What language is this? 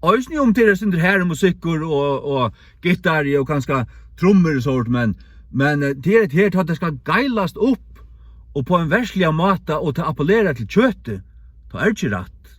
Faroese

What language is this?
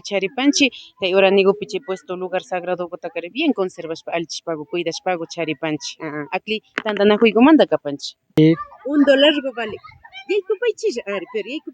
Imbabura Highland Quichua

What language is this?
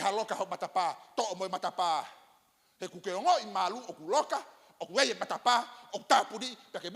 Tongan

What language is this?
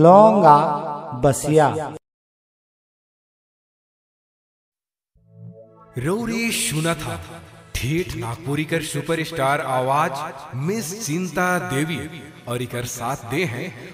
Sadri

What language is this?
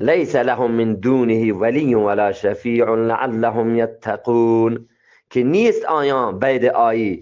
Eastern Balochi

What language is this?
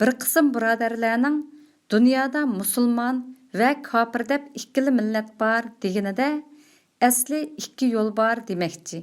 Uyghur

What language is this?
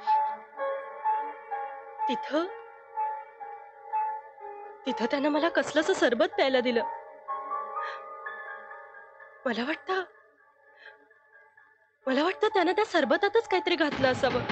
Marathi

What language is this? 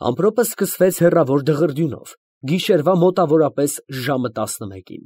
Armenian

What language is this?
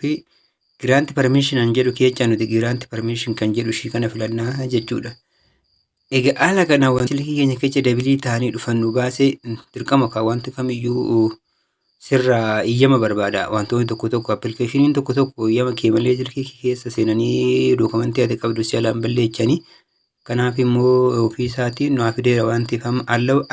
Oromo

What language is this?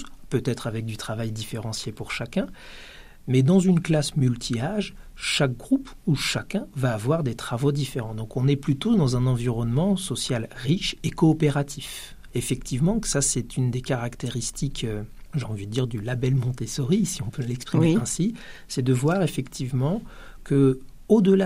French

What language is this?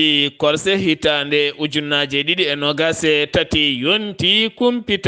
Fula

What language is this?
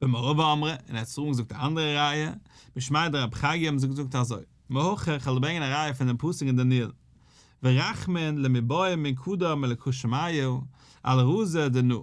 Yiddish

